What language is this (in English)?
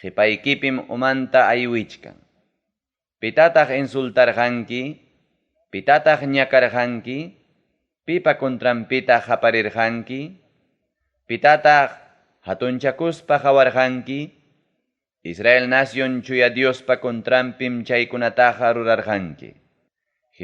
Ayacucho Quechua